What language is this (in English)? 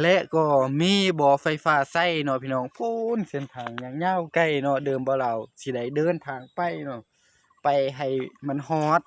Lao